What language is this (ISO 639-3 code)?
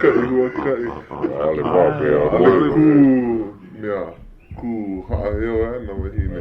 haw